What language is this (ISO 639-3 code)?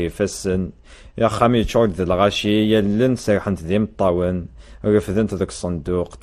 kab